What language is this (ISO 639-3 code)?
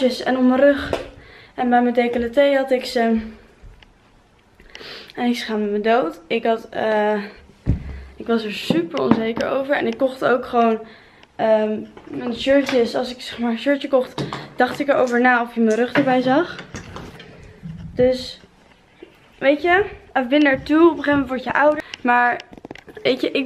nld